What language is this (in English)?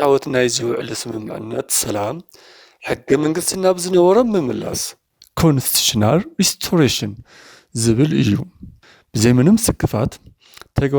Tigrinya